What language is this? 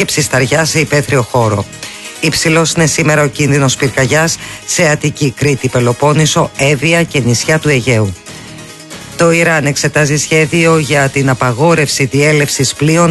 Greek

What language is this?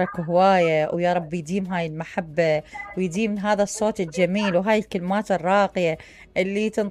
Mesopotamian Arabic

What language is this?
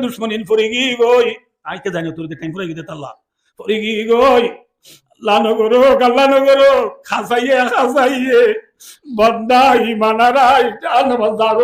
Rohingya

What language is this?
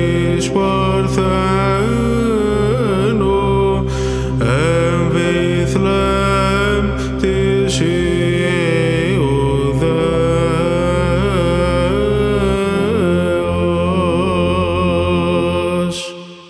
Greek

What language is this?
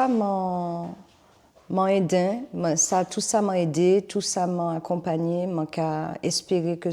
Guadeloupean Creole French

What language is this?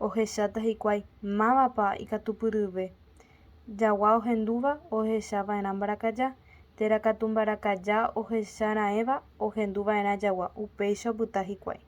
Guarani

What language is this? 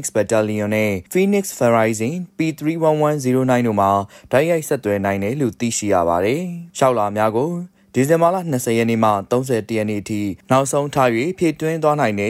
Burmese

